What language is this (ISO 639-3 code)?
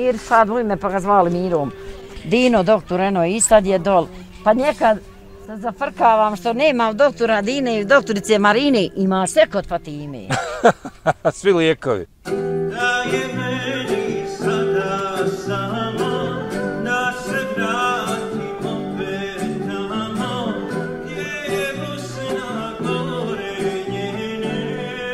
bos